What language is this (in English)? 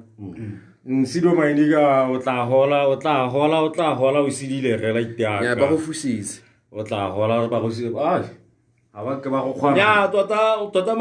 Tswana